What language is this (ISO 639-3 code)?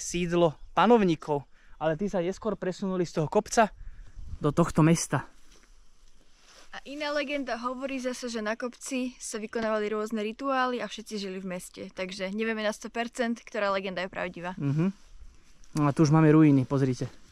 slk